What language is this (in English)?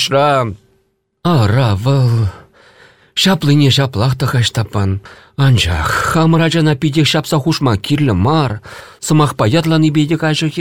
Chuvash